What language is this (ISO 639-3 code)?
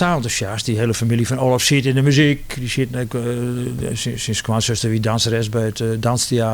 fry